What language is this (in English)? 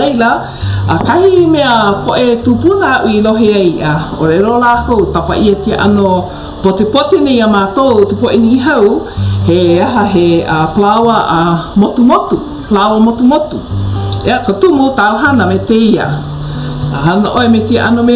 Hawaiian